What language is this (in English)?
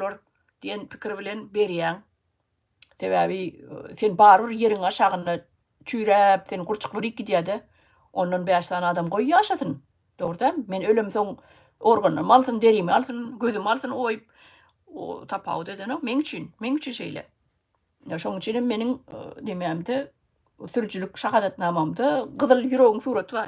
Turkmen